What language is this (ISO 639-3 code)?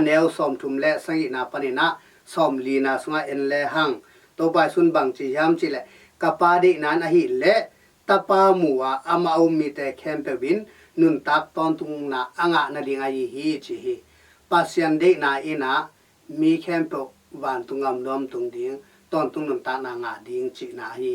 ctd